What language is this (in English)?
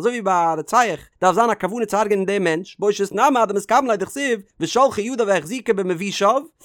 Yiddish